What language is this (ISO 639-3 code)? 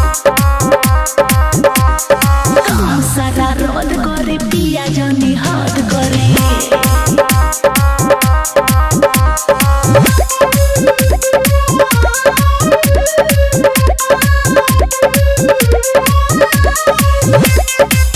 bho